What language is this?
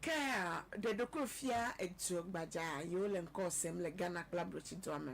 Ewe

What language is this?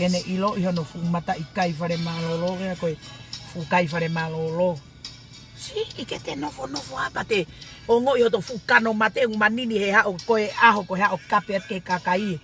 Tongan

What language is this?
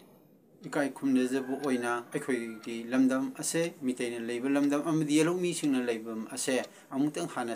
Manipuri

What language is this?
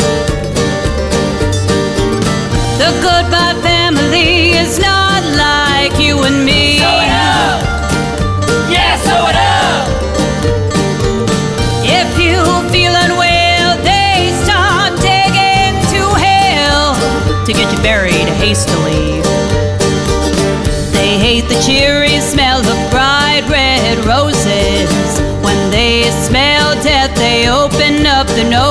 English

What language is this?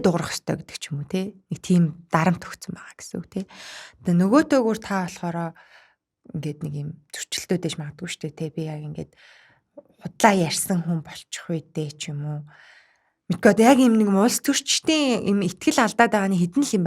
Mongolian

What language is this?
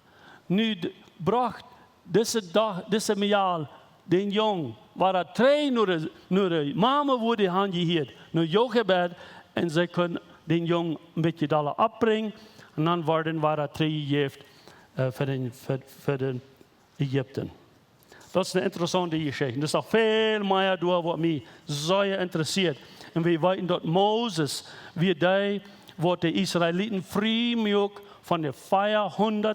Plautdietsch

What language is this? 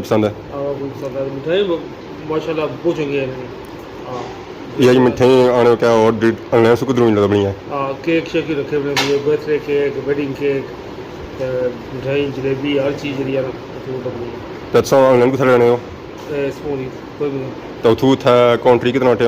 Pahari-Potwari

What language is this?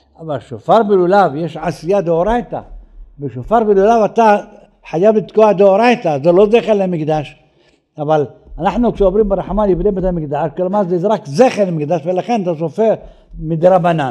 Hebrew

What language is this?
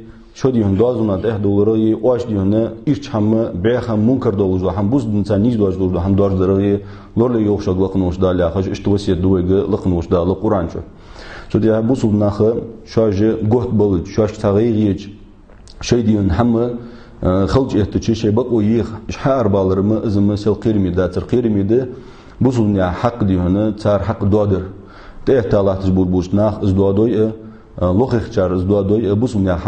Ingush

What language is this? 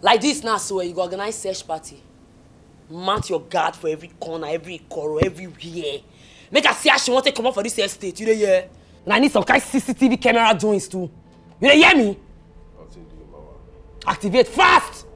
Nigerian Pidgin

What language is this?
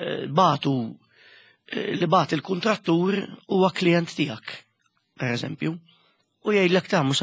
Maltese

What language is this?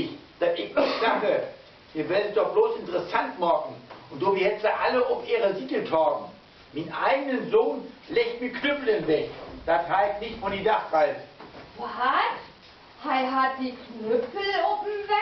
Low German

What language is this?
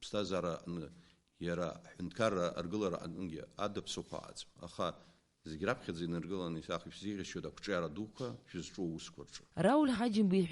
Abkhazian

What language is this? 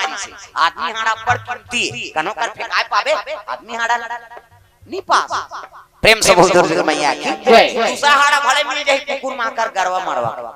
Chhattisgarhi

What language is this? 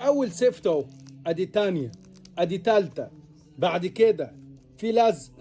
Egyptian Arabic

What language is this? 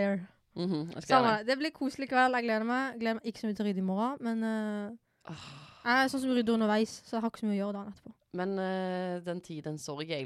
Norwegian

